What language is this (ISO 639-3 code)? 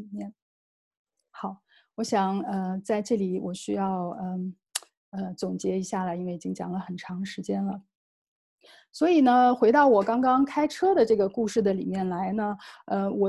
zho